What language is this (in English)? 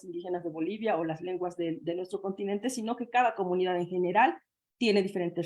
Aymara